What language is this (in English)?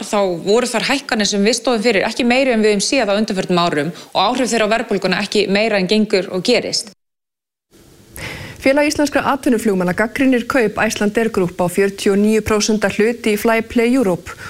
Icelandic